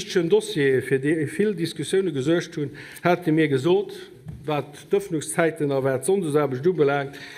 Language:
Luxembourgish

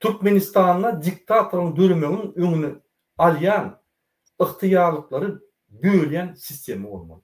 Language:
Turkmen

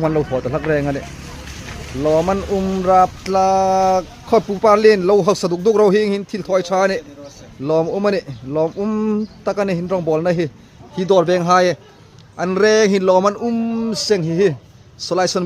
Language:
Hmar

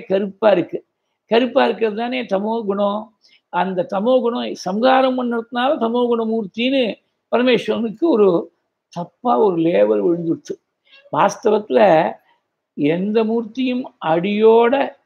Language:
Tamil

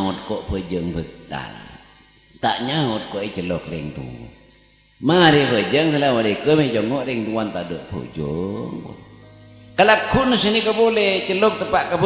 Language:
Madurese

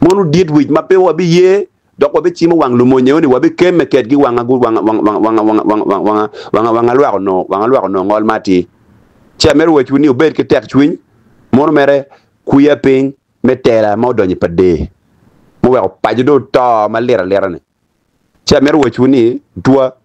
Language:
Acoli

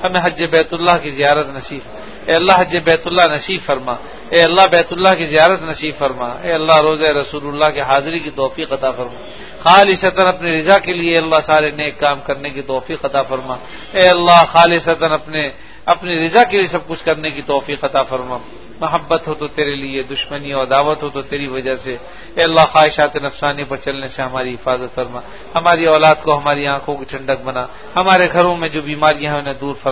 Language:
Urdu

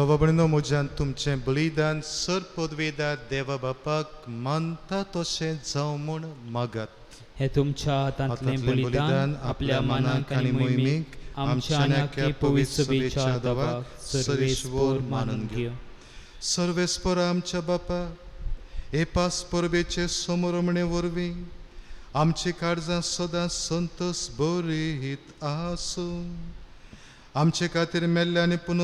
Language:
Konkani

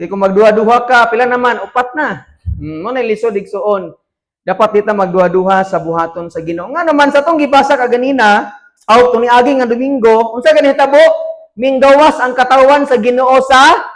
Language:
Cebuano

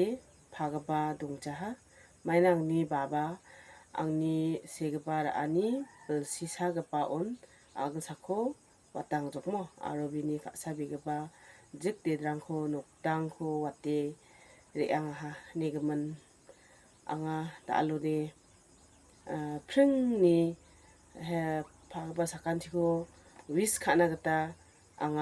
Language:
Garo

